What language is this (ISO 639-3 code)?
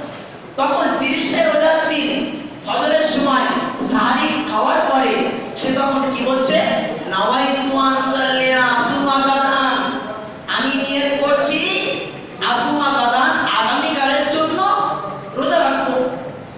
ben